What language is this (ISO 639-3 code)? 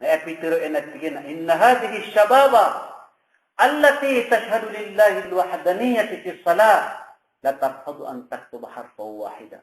mrw